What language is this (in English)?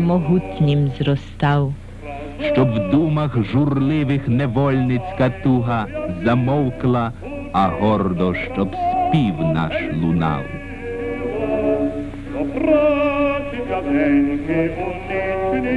Ukrainian